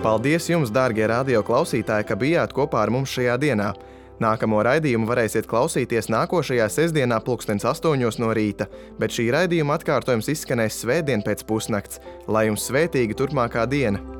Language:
Latvian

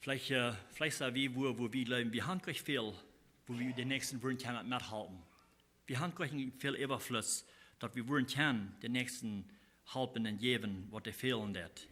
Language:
Plautdietsch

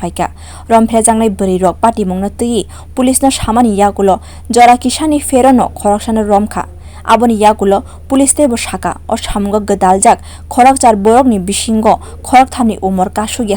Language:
Kok Borok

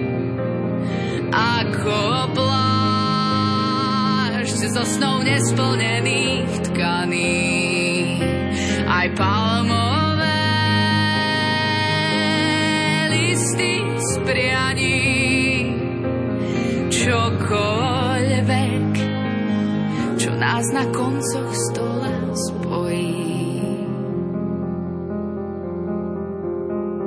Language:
Slovak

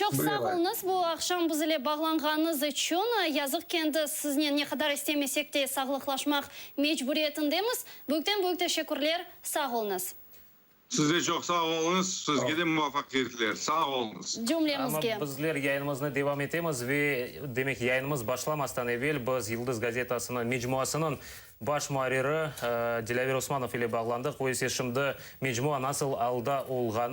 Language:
Crimean Tatar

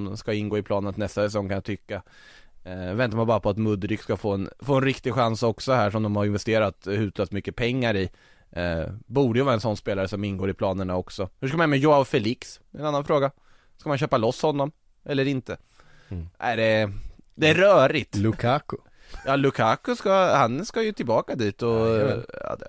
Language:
Swedish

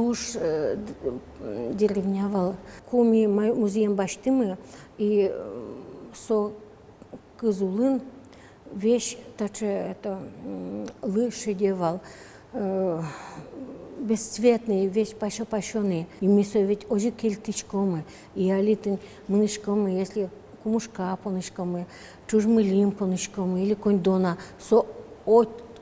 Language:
Udmurt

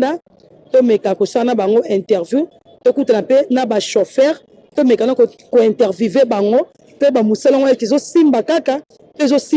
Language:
Lingala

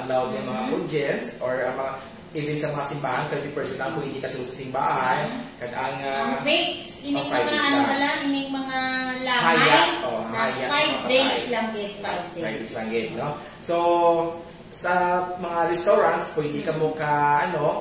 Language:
Hiligaynon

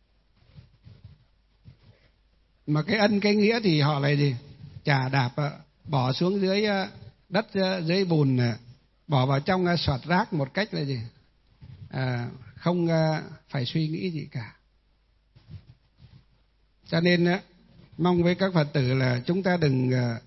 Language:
Vietnamese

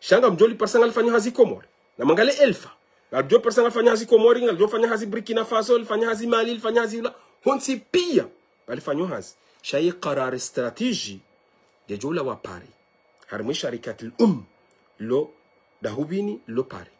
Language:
Ngazidja Comorian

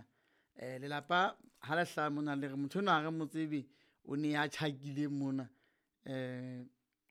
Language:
Southern Sotho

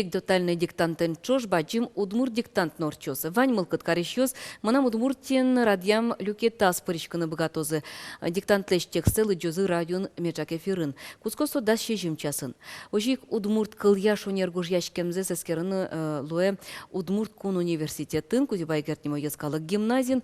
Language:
Udmurt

